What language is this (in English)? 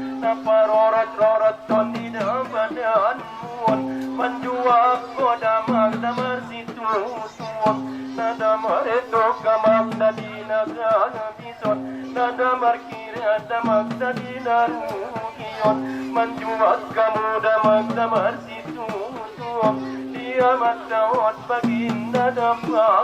Batak Angkola